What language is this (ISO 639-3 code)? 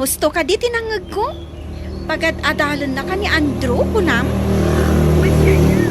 ilo